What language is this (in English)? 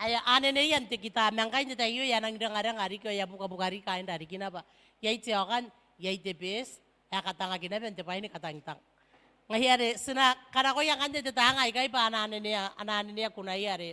Gilbertese